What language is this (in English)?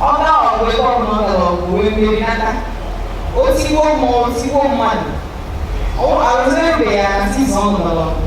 Igbo